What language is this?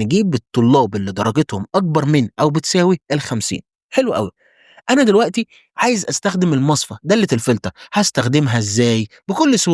Egyptian Arabic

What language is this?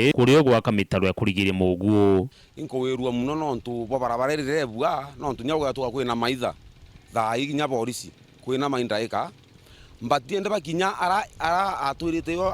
Meru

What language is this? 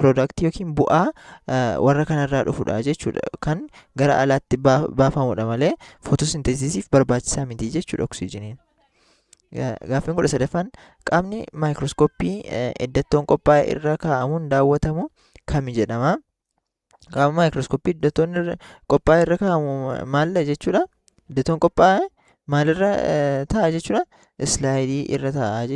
Oromo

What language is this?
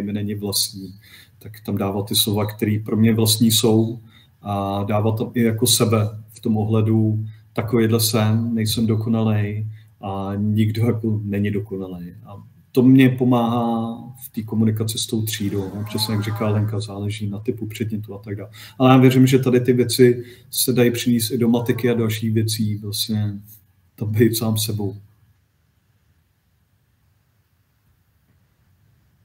Czech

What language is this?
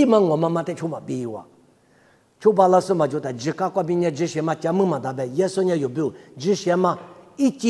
Lisu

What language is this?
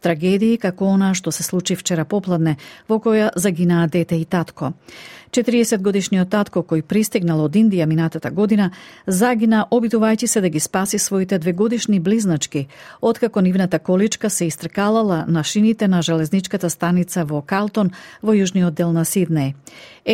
Macedonian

